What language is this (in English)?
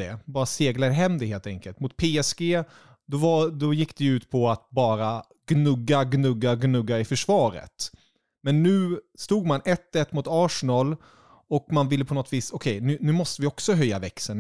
Swedish